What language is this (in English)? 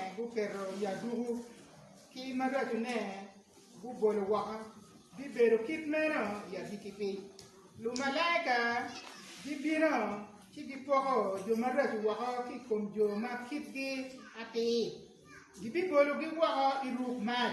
Acoli